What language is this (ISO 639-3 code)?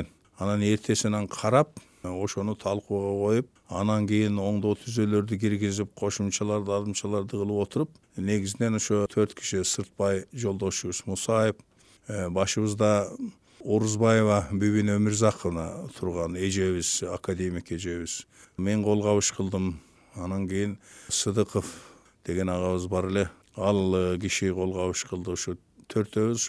kir